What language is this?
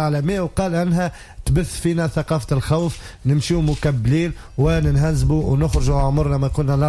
Tunisian Arabic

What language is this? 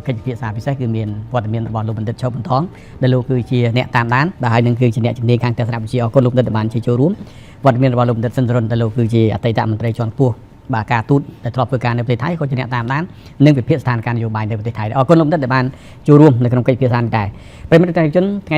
Khmer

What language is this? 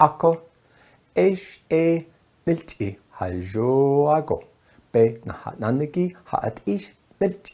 Navajo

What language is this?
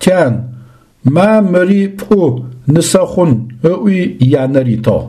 Adyghe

